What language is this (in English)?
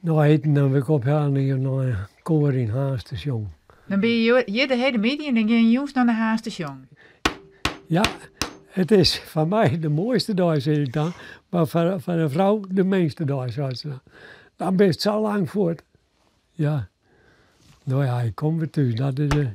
Western Frisian